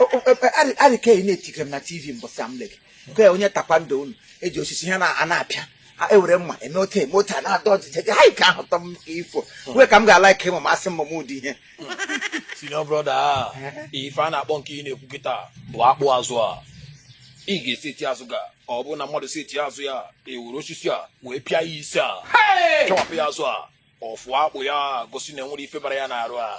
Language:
Igbo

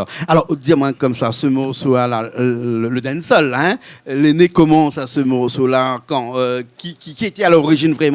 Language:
Réunion Creole French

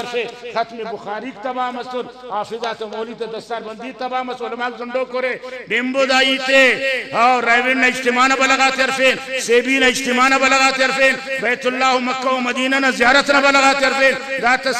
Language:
Brahui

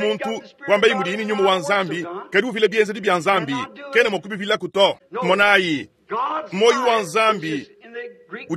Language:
Luba-Lulua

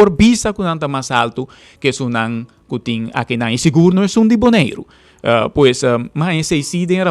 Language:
Papiamento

